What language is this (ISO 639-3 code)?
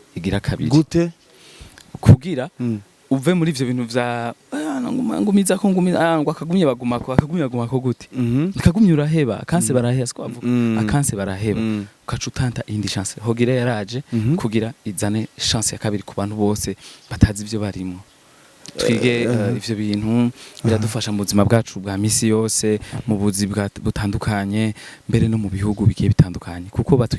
run